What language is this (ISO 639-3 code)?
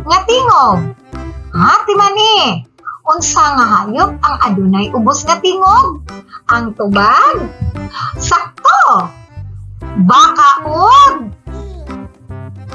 ceb